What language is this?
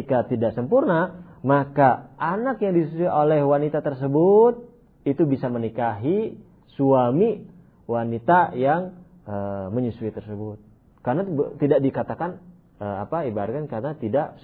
Indonesian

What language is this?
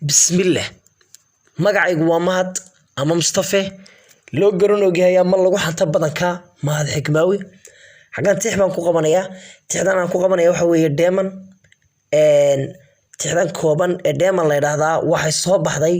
Somali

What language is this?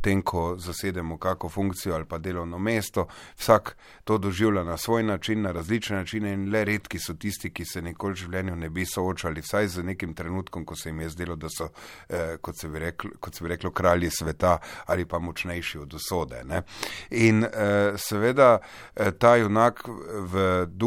Slovenian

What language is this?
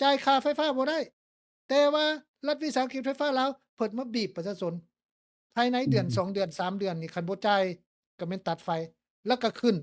Lao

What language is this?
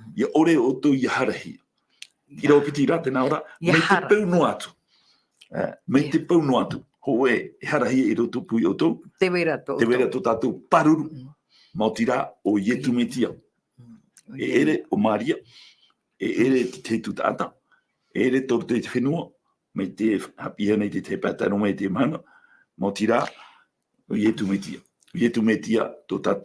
Tahitian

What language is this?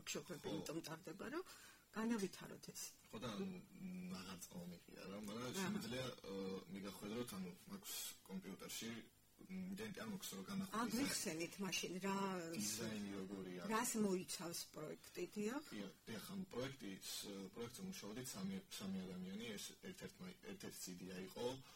Georgian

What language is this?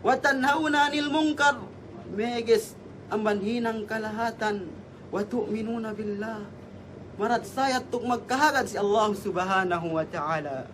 Yakan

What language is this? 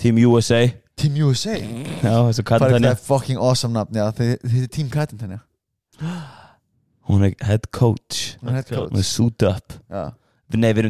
Icelandic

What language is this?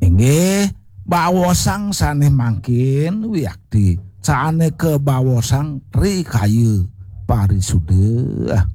Balinese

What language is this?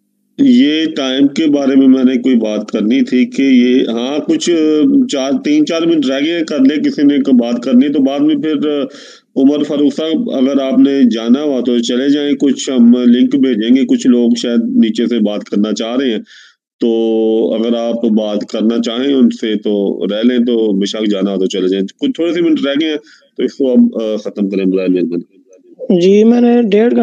Urdu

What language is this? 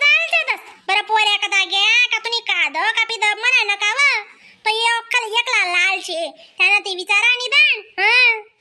Khandesi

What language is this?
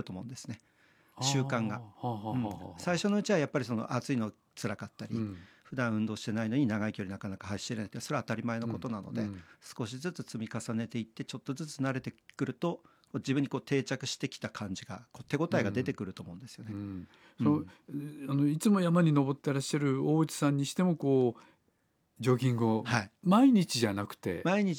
Japanese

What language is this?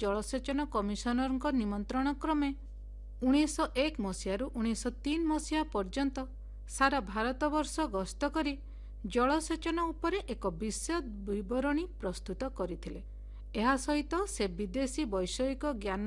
Odia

